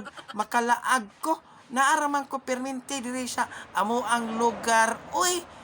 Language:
Cebuano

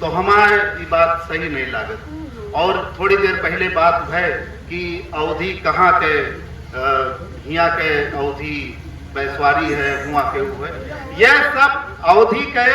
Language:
Awadhi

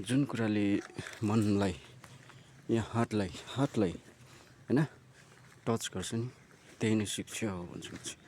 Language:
Nepali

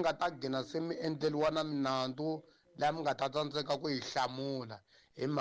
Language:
Tsonga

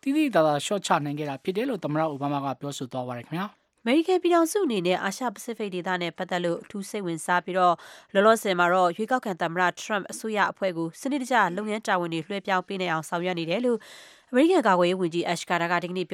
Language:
Burmese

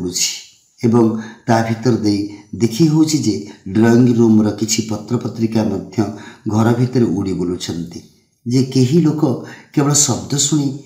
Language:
Odia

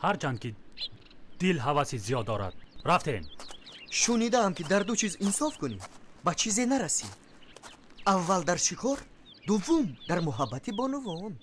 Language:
Tajik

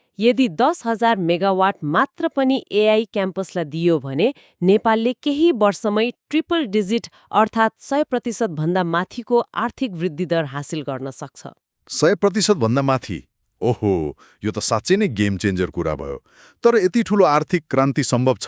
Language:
Nepali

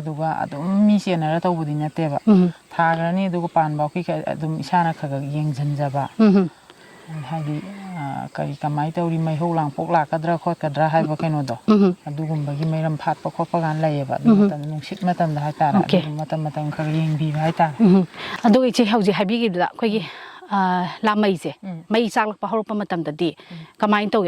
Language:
Manipuri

